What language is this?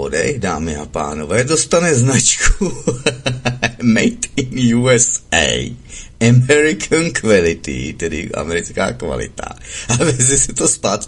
Czech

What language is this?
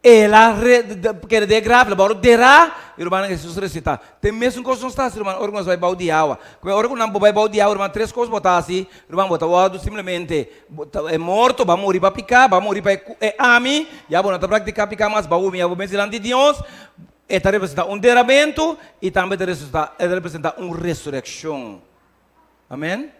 Papiamento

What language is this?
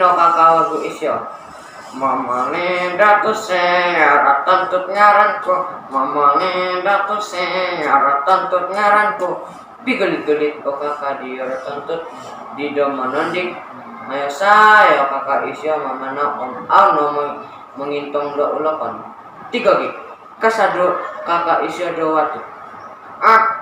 Central Dusun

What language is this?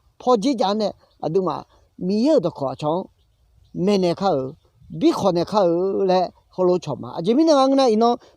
Akha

